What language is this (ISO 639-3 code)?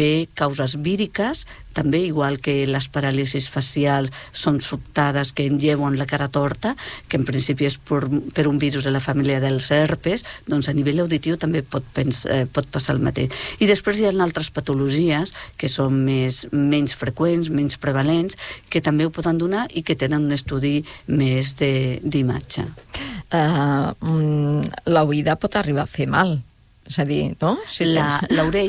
cat